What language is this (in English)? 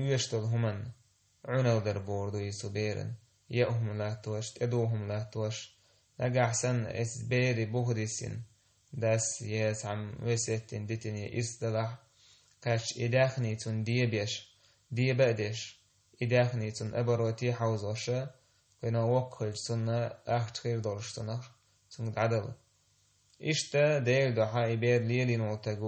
Chechen